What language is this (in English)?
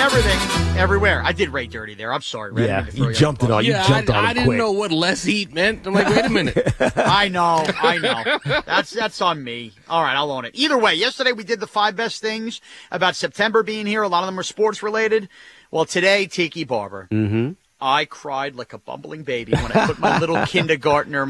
English